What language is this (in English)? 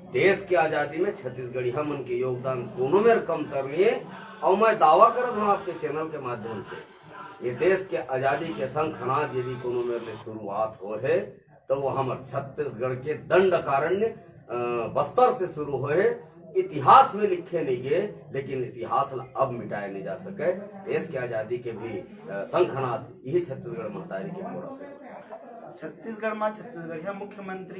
Chhattisgarhi